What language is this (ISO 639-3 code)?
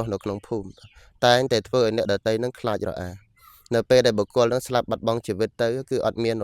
khm